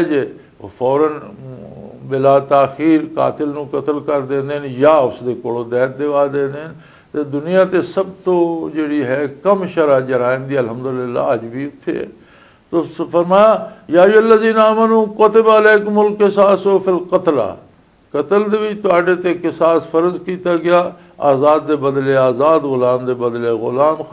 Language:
Western Panjabi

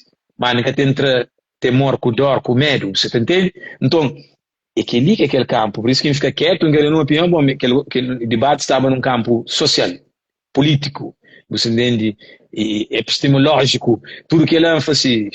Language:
Kabuverdianu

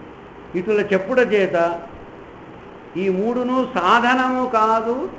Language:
Telugu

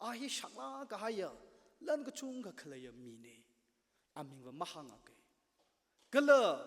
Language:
Tangkhul Naga (India)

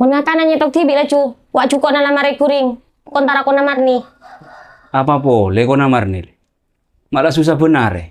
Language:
Madurese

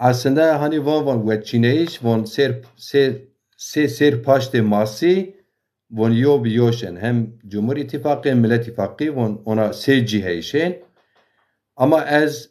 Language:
Zaza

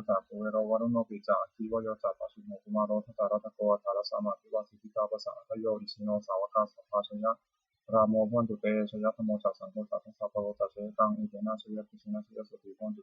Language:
Pali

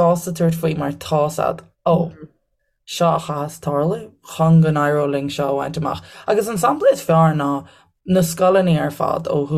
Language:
Irish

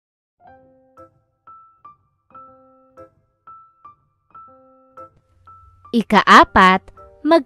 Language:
Filipino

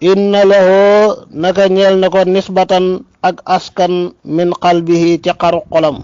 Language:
Wolof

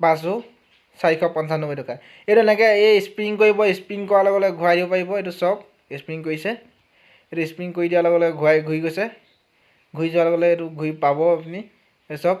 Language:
Assamese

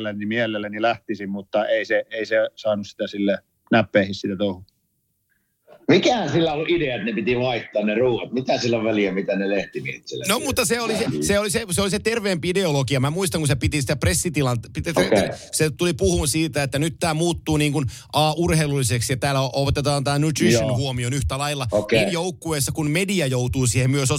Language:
Finnish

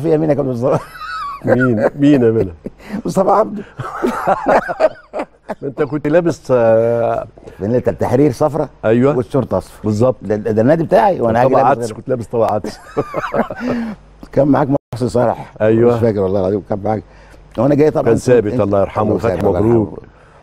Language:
Egyptian Arabic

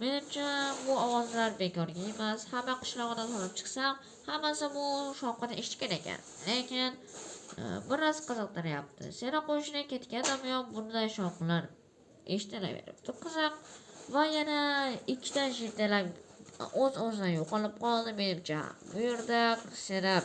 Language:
Uzbek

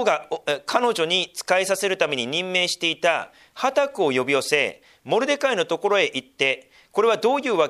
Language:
Japanese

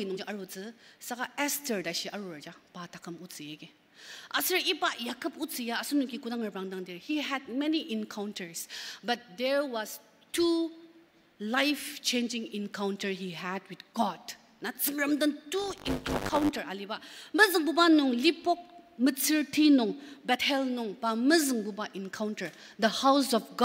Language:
Ao Naga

